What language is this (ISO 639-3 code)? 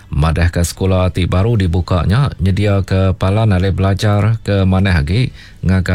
iba